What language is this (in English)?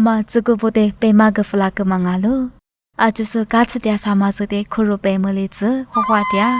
Lisu